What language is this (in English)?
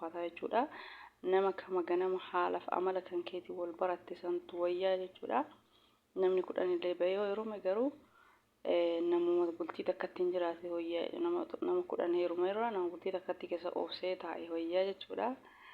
Oromo